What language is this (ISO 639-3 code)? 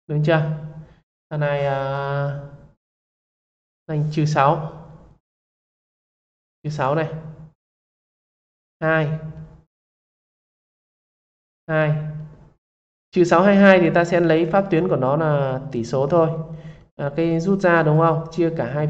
vie